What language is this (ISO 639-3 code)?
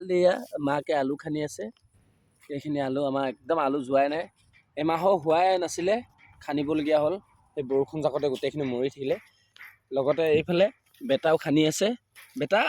asm